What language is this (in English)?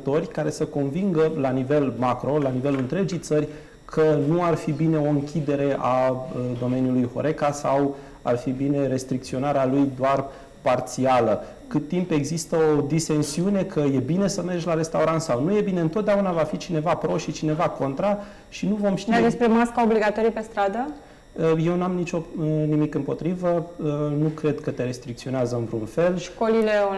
Romanian